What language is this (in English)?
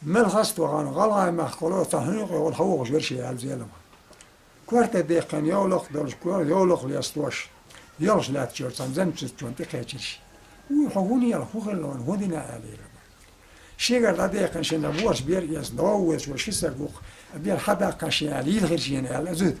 Chechen